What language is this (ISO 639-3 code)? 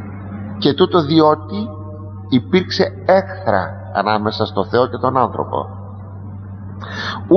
ell